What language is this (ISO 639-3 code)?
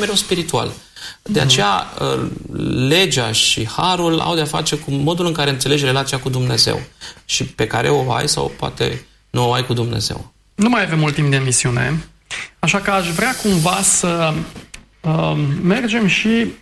ron